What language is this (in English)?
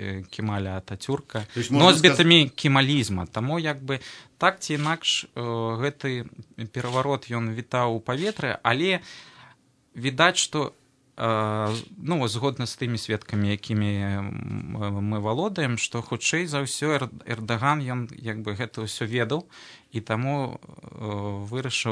Belarusian